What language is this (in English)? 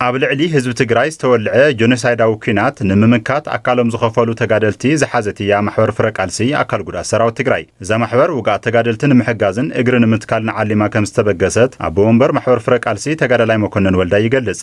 Tigrinya